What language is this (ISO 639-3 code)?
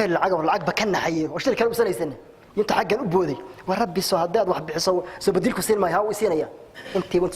som